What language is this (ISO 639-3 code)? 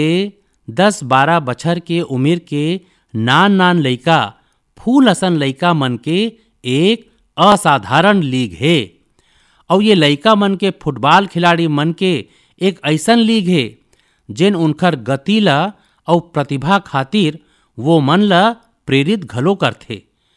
hne